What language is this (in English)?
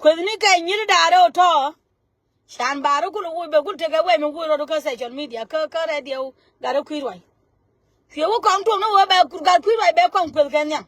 Nuer